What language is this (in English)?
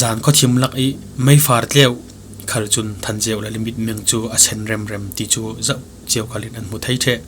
Falam Chin